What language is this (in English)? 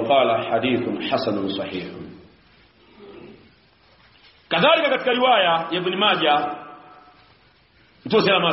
Swahili